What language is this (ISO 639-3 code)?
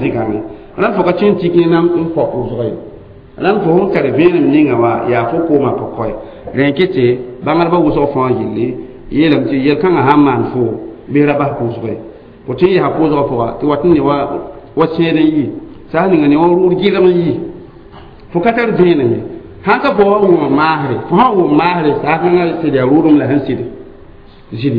mos